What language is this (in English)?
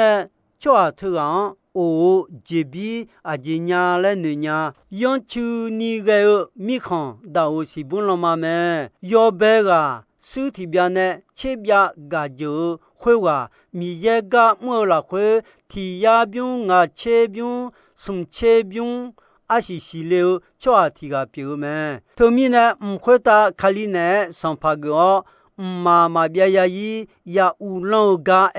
Akha